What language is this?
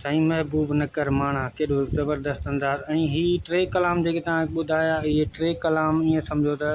Sindhi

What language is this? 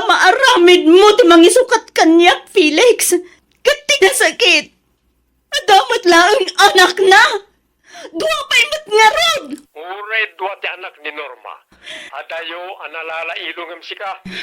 Iloko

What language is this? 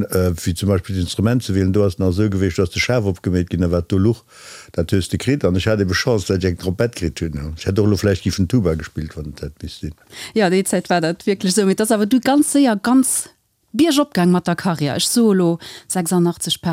Luxembourgish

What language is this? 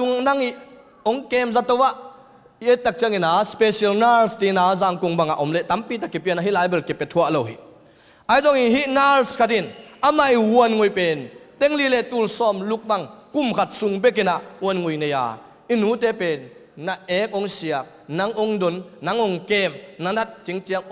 Tedim Chin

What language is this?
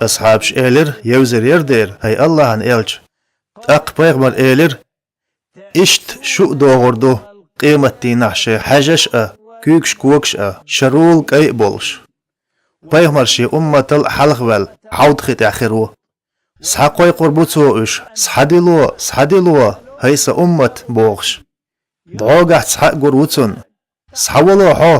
Chechen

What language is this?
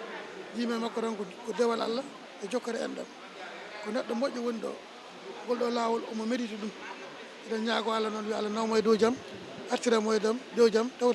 Fula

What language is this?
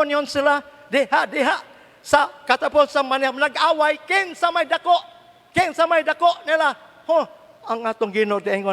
Cebuano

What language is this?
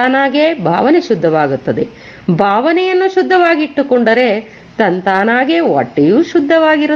Kannada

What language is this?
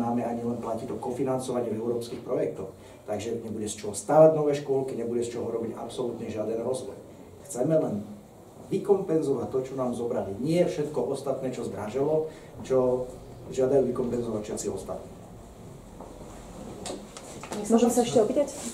Slovak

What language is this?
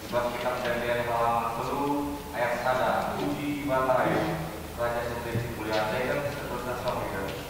Batak Karo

